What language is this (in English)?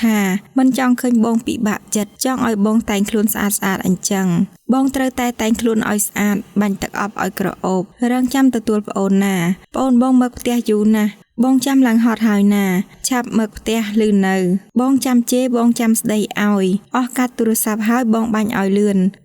Khmer